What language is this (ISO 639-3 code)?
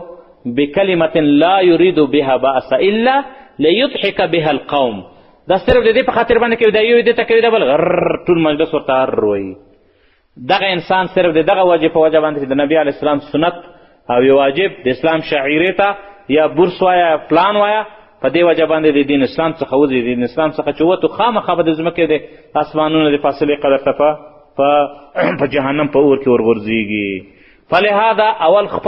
pus